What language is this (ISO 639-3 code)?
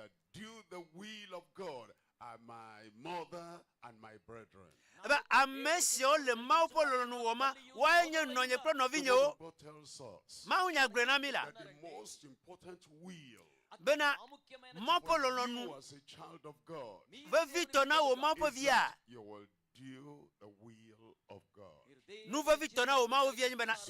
ewe